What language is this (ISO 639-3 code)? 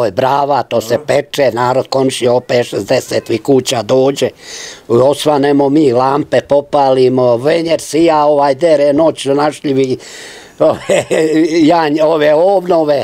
srp